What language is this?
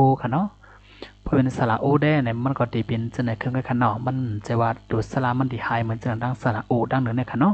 Shan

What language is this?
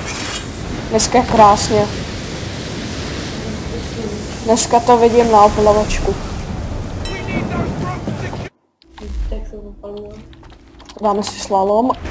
Czech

